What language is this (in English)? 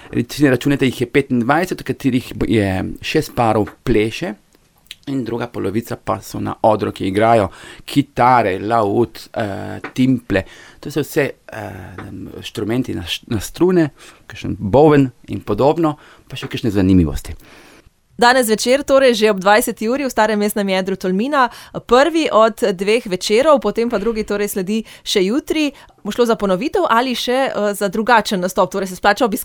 Slovenian